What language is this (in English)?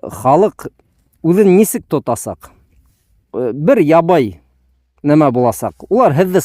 Bashkir